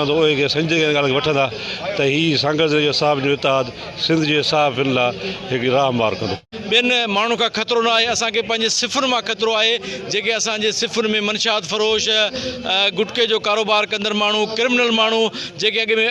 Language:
Sindhi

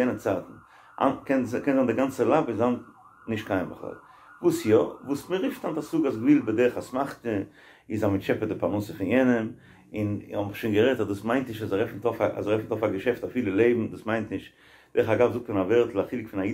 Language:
Yiddish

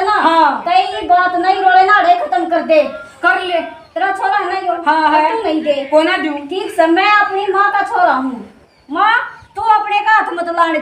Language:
Haryanvi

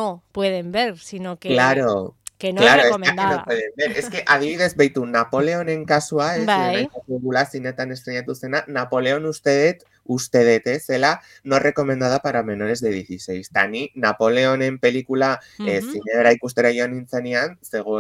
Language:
Basque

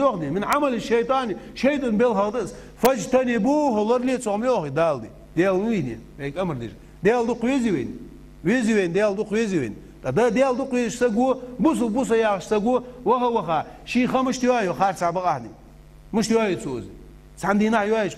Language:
Ingush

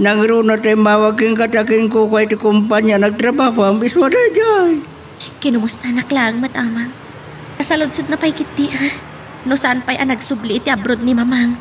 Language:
Iloko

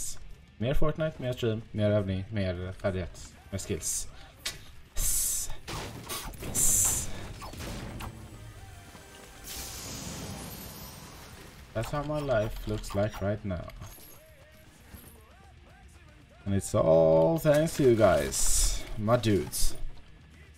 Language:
Swedish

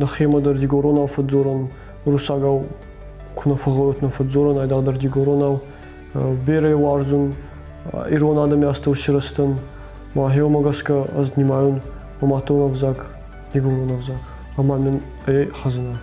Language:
Ossetic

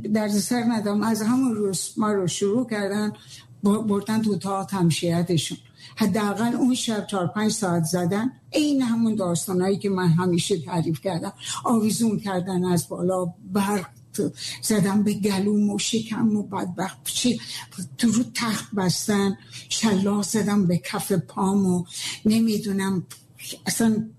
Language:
Persian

